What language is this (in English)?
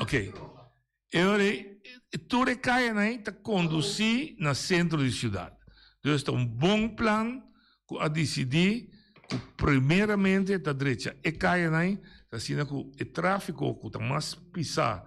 Papiamento